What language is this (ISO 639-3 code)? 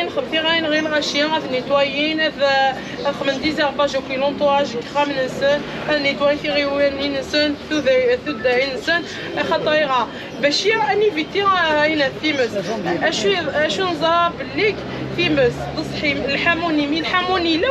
kab